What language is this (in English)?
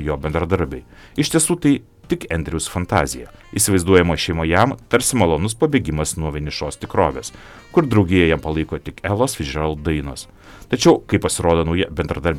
Lithuanian